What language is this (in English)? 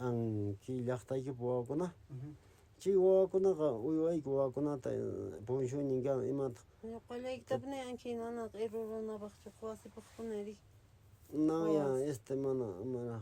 Quechua